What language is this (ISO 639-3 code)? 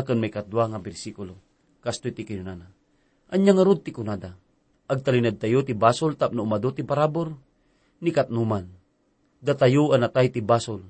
ilo